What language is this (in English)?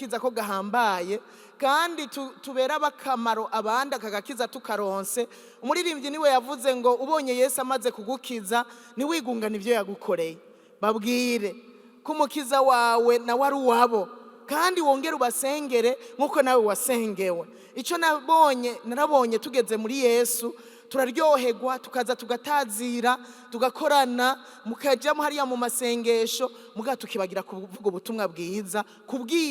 Rundi